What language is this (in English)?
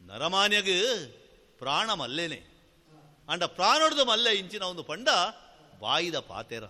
Tulu